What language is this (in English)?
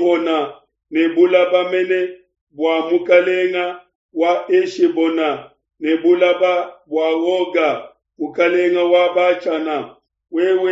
Luba-Lulua